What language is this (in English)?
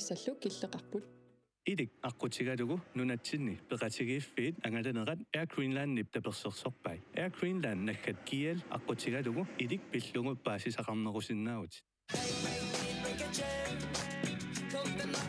Kalaallisut